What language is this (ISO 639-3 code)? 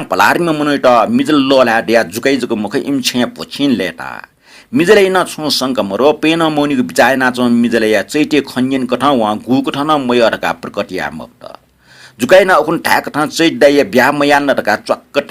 new